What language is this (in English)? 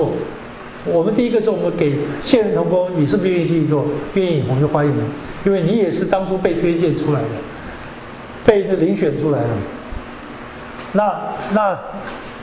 Chinese